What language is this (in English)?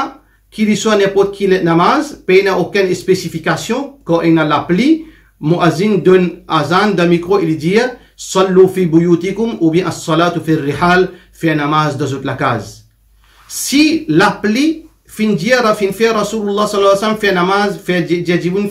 Morisyen